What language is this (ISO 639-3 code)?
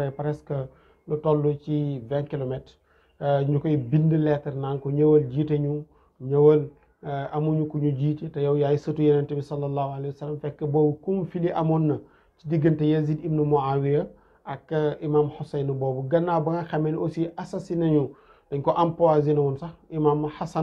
wol